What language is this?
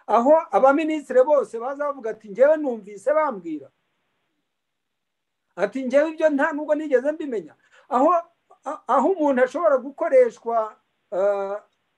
Kinyarwanda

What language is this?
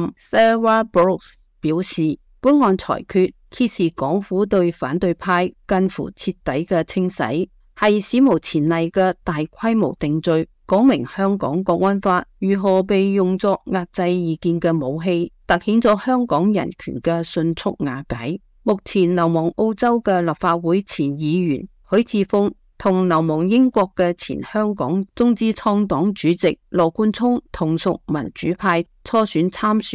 Cantonese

